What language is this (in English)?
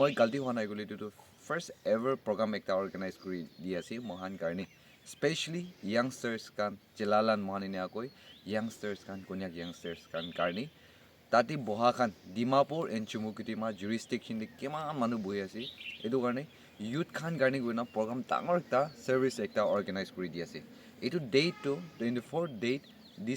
Naga Pidgin